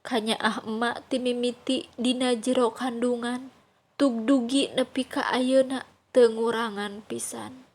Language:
Sundanese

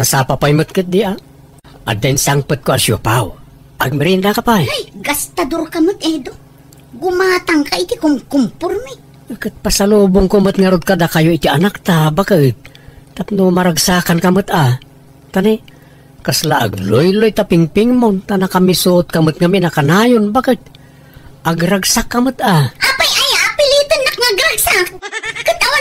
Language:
Iloko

